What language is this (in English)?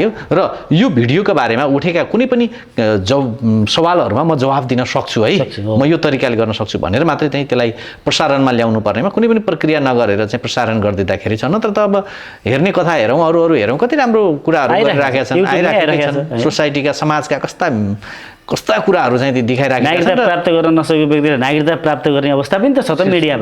Nepali